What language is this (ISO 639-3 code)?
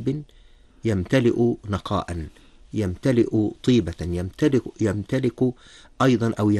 ara